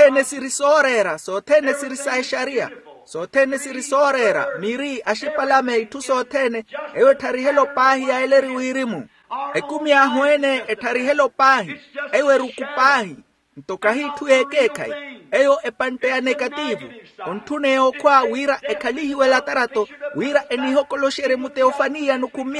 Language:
Makhuwa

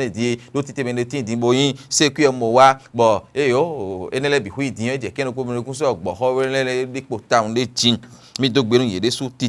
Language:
Fon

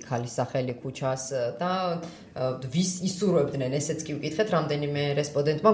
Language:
Georgian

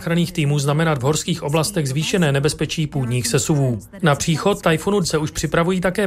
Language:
Czech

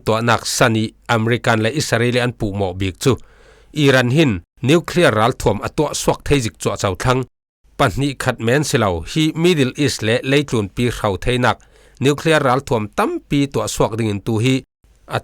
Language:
Falam Chin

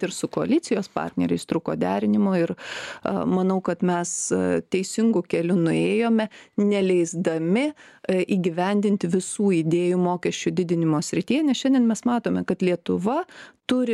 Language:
Lithuanian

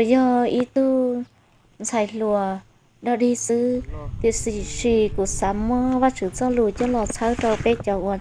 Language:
Hmong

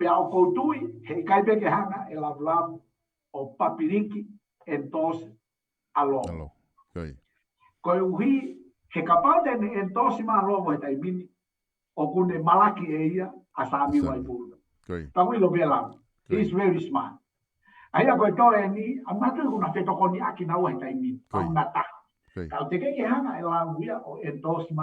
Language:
Tongan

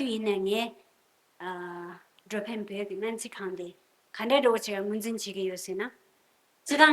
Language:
Tibetan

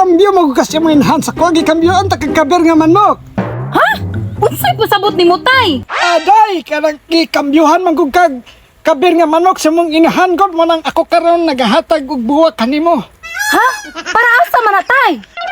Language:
Cebuano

